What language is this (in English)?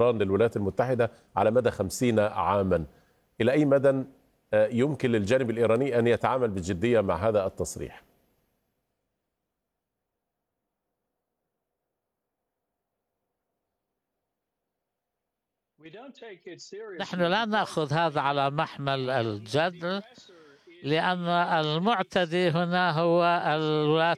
Arabic